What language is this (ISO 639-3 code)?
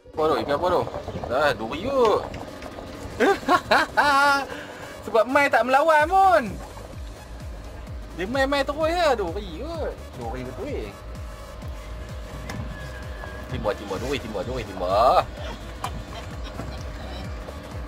msa